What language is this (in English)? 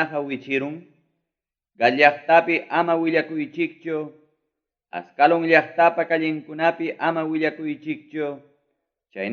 Ayacucho Quechua